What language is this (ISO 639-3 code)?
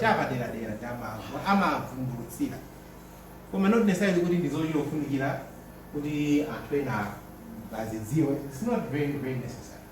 nya